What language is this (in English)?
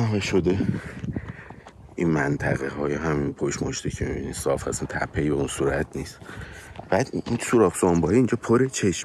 Persian